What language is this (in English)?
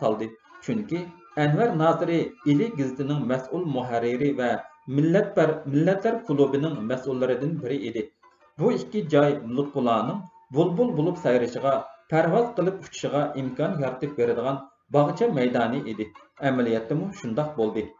Uyghur